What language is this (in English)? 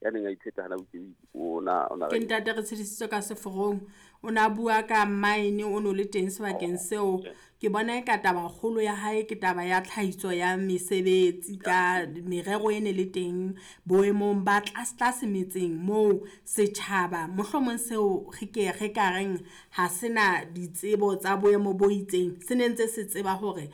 Southern Sotho